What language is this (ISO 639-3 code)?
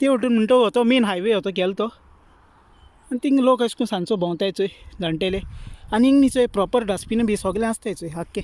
kok